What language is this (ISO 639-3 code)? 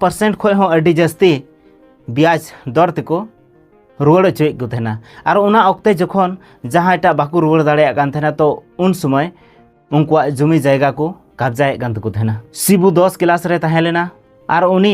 sat